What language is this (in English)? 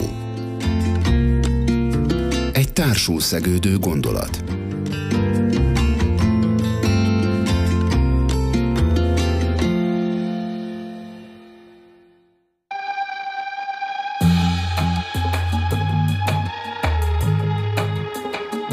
Hungarian